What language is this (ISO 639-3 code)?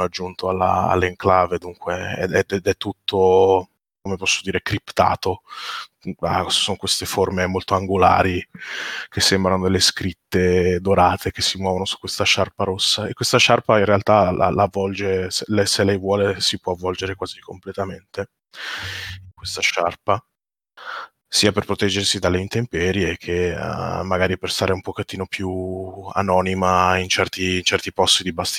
ita